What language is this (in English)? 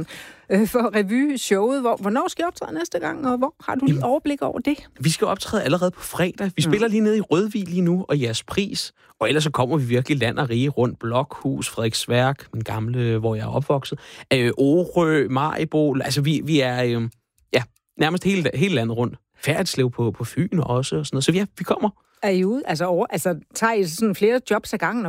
Danish